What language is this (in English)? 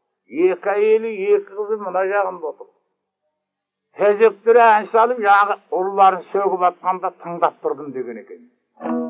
Kazakh